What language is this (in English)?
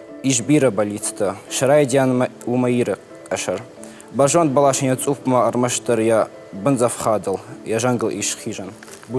Ossetic